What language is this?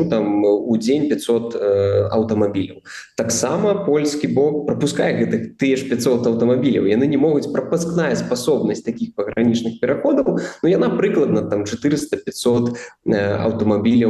Belarusian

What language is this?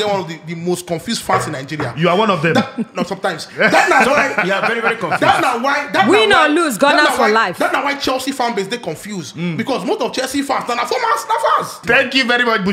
Nigerian Pidgin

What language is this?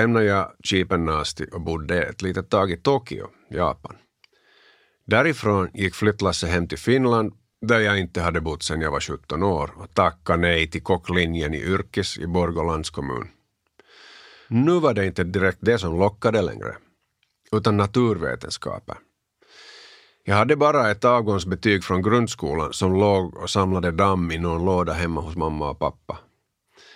Swedish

